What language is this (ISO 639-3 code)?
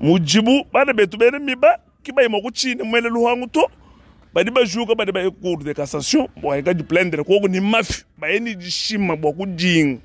lua